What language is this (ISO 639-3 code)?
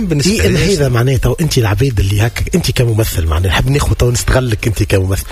aeb